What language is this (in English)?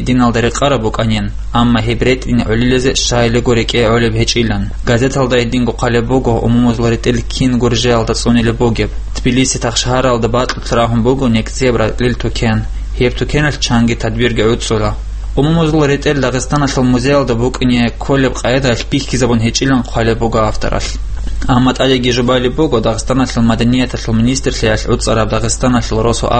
Avaric